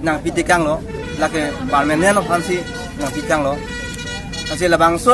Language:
Karbi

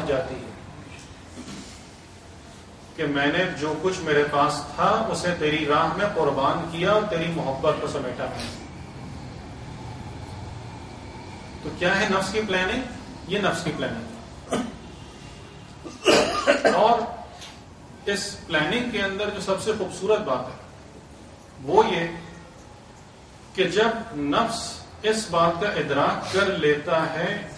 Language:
Urdu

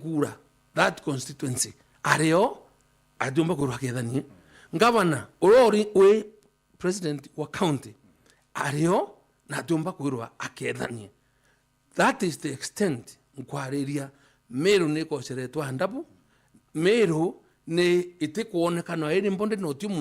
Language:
Meru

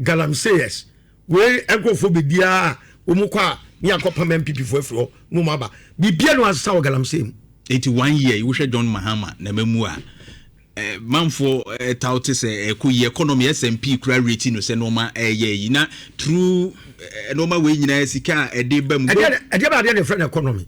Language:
Akan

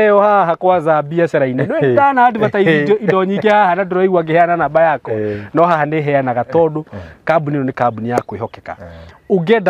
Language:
Kikuyu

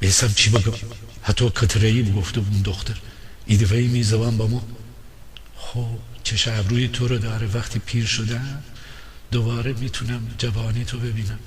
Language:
Gilaki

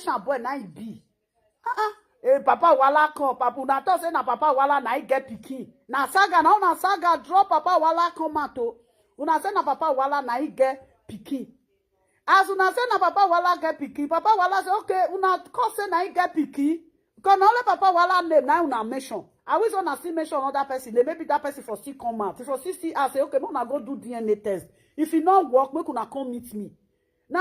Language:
Nigerian Pidgin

